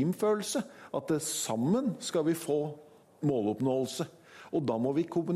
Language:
Norwegian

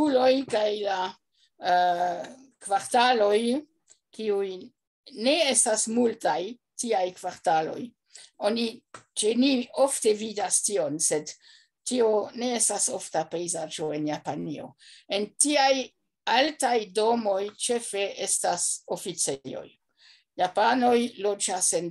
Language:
Esperanto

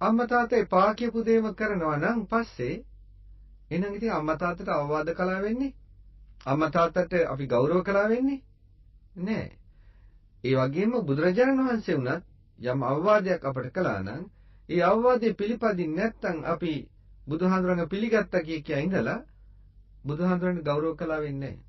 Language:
Sinhala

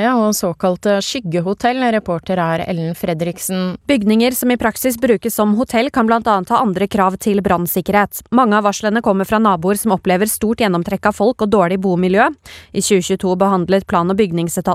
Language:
Norwegian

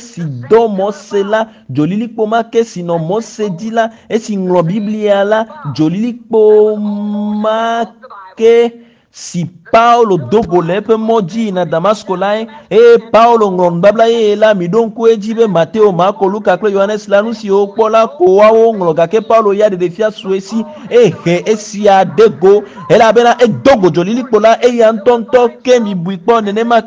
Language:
Ewe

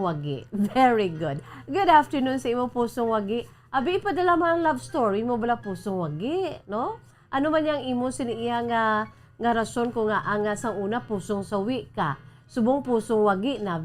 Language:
Hiligaynon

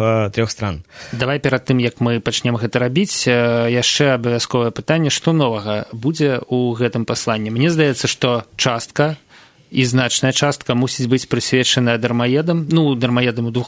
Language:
Belarusian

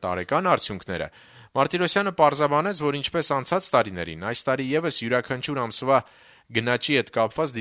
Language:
Armenian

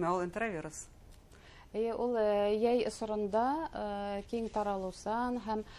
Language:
Bashkir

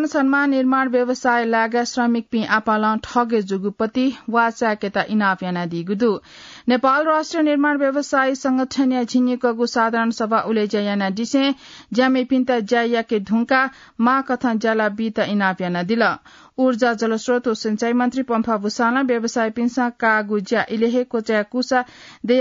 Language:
Newari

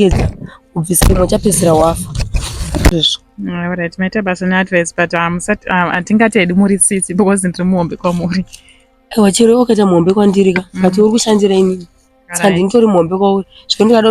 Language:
Shona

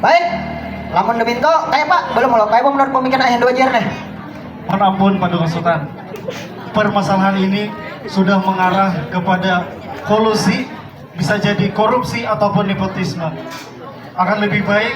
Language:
Banjar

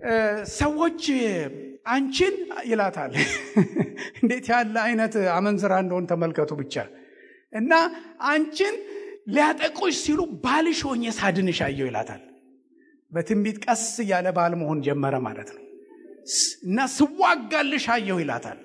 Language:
Amharic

